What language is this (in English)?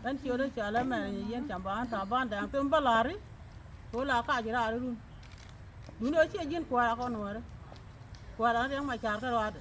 Nuer